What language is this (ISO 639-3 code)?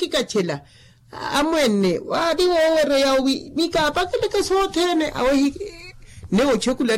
vmw